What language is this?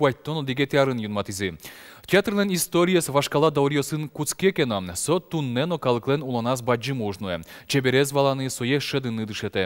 Udmurt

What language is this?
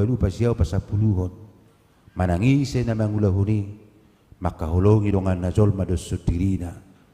Batak Toba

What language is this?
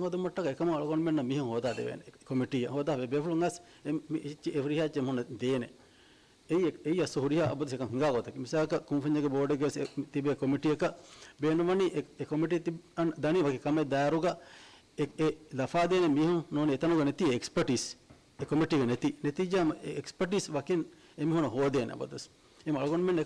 Divehi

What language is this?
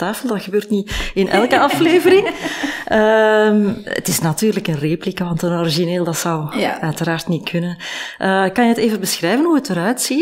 Dutch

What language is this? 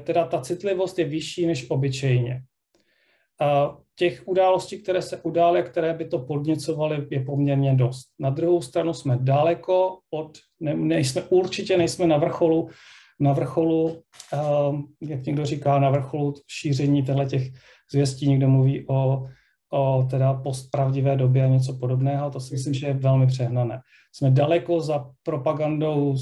Czech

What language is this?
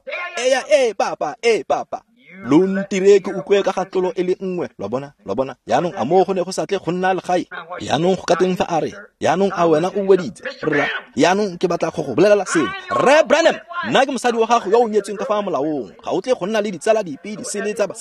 Tswana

